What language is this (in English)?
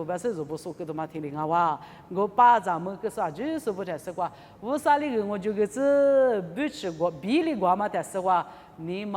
Lisu